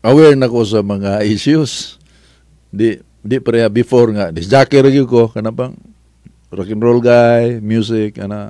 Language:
Cebuano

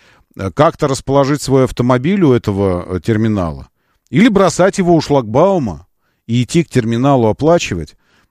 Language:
Russian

